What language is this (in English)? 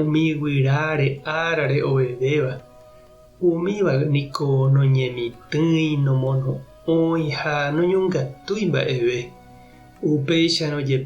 Guarani